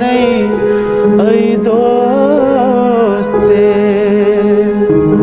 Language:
Urdu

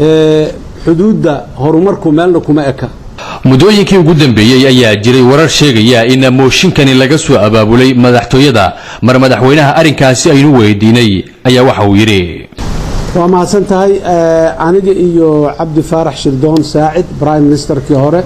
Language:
Somali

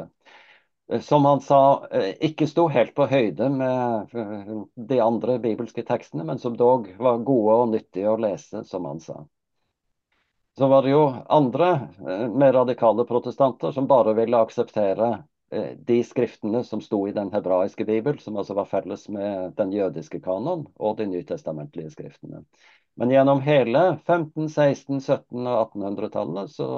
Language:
Norwegian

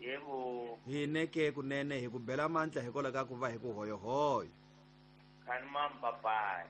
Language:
Tsonga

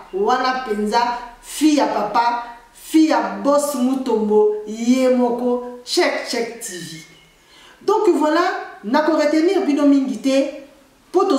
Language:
Lingala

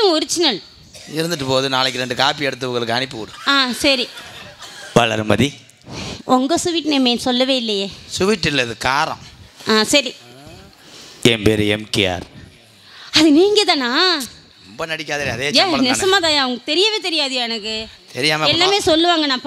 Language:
Tamil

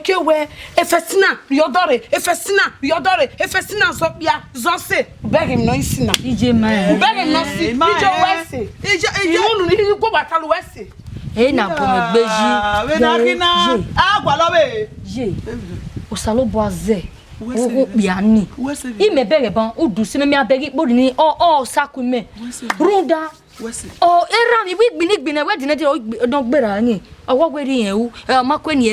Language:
Bini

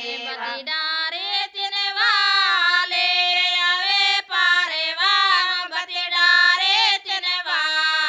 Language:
Gondi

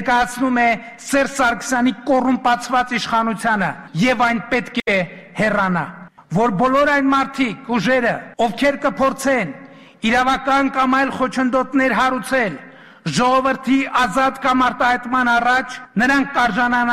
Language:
Armenian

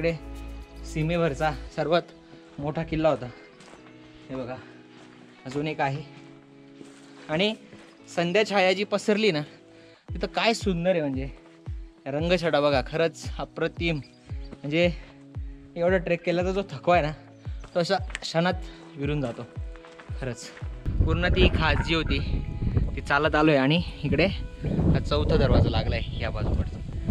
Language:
Marathi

